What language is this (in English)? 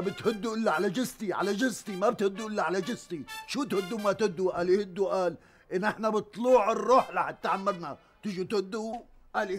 North Levantine Arabic